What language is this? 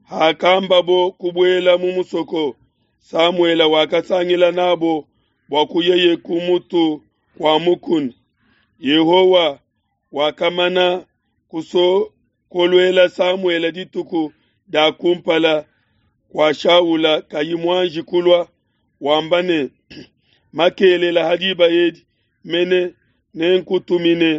Luba-Lulua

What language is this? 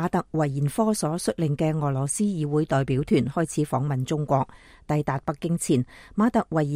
Cantonese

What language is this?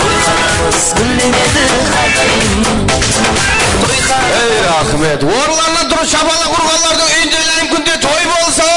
Kara-Kalpak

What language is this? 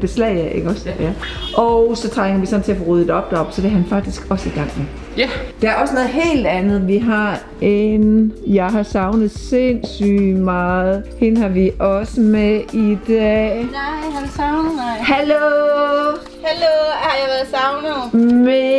Danish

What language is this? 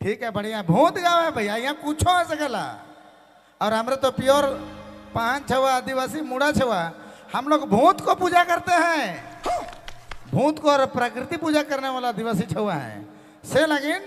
Sadri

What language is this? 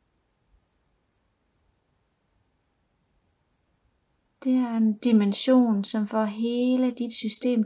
Danish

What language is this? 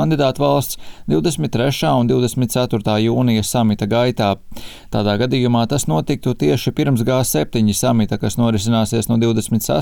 Latvian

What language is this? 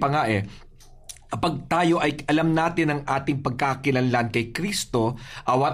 Filipino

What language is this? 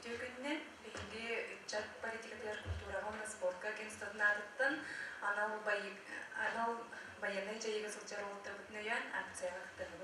Yakut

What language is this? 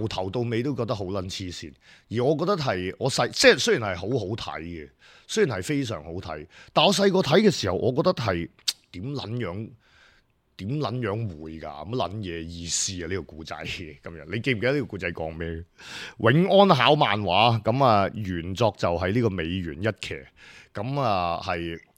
Cantonese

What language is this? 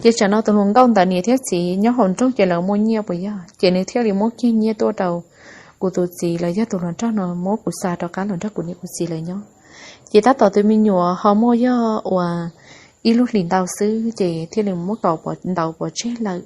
Hmong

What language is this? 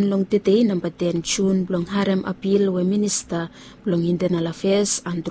Bislama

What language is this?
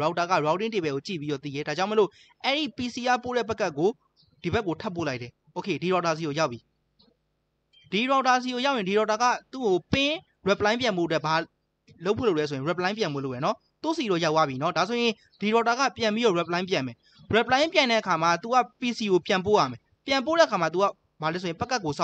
Burmese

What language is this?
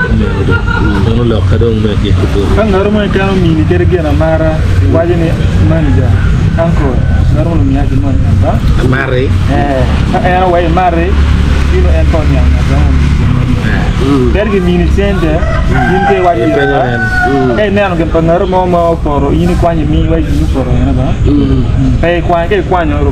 Acoli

